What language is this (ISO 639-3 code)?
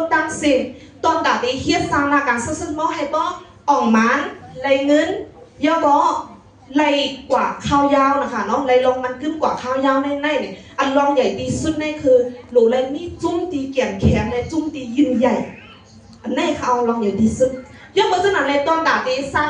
shn